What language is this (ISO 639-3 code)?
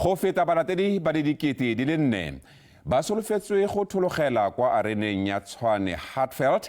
tsn